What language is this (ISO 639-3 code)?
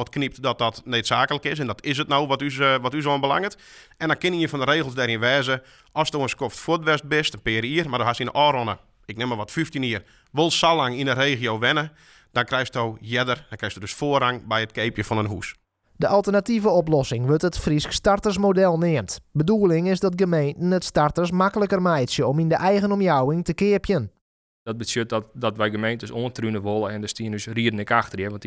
fry